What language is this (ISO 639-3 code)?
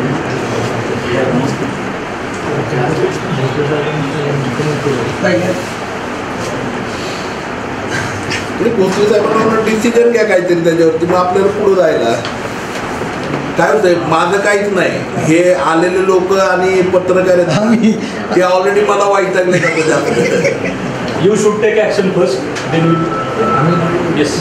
mar